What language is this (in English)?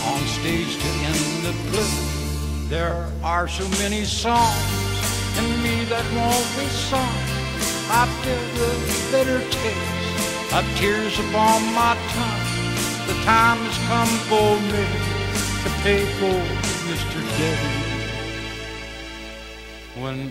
English